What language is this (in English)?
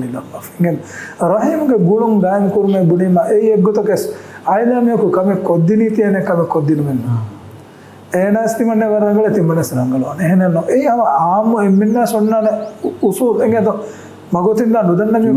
Divehi